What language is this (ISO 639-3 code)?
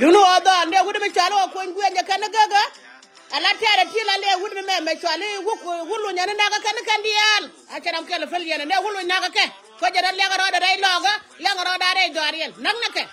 nus